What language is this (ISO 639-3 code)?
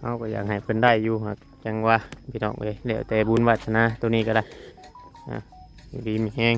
tts